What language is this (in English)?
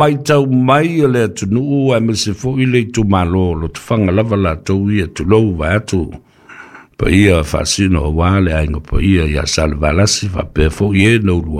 Samoan